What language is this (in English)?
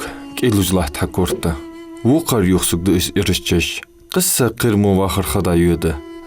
Ingush